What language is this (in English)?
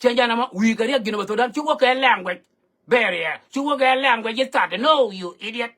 Nuer